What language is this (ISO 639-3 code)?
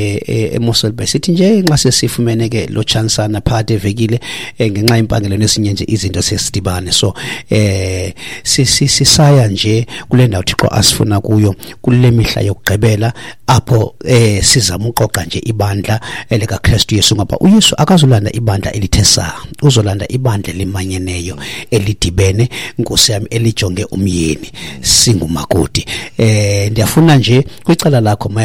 xho